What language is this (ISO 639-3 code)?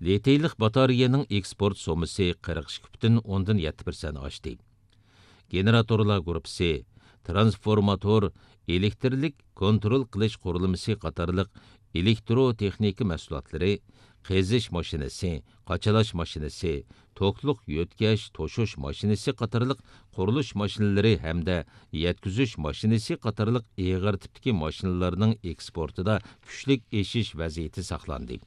uig